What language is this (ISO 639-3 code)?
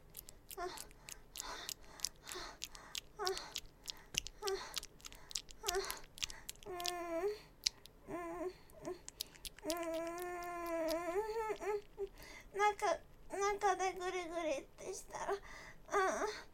jpn